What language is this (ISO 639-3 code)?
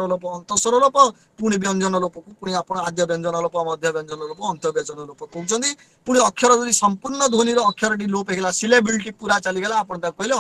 ori